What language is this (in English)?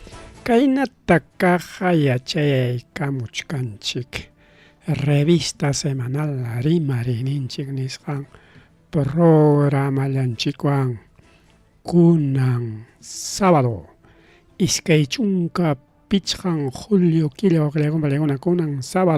Ayacucho Quechua